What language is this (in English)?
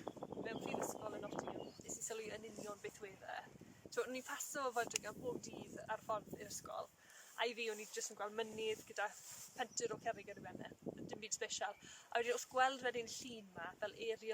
Welsh